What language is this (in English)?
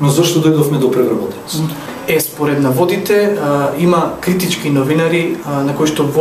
Macedonian